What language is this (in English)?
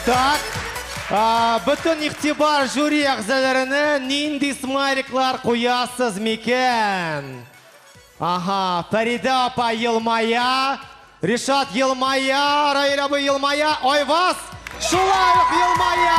Tatar